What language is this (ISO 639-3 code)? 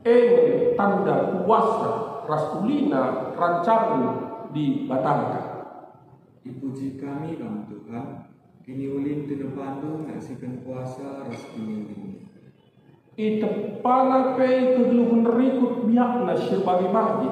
btx